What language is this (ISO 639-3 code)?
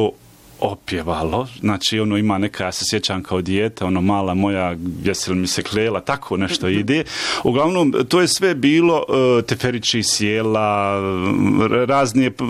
bos